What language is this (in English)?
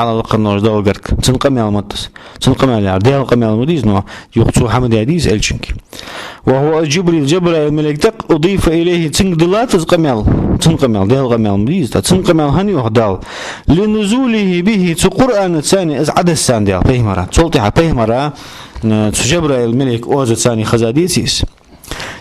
Ingush